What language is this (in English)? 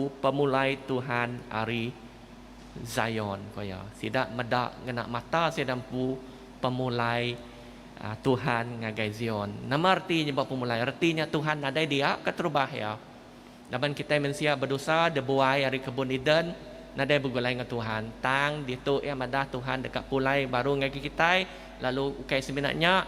Iban